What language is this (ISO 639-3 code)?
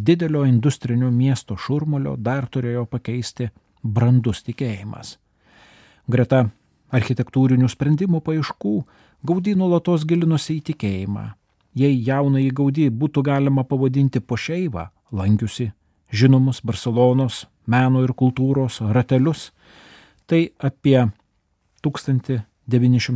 lit